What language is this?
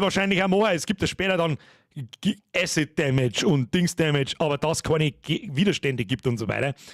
Bavarian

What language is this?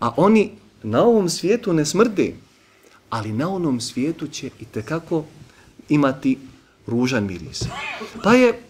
Bosnian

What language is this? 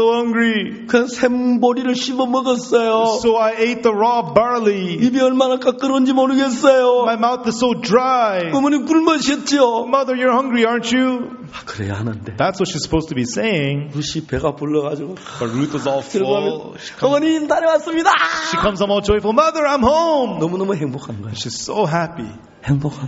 Korean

